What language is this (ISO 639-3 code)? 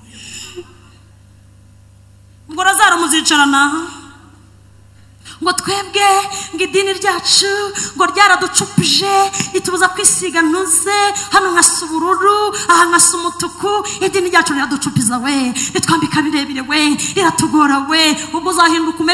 kin